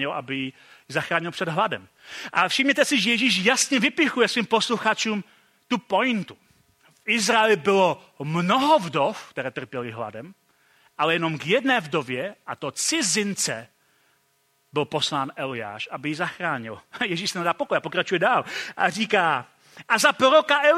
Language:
Czech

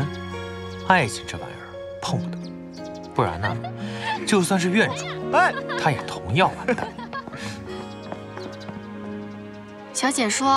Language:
Chinese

